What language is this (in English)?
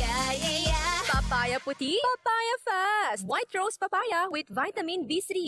Bikol